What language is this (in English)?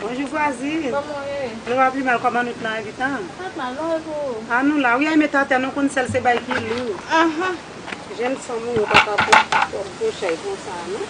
Haitian Creole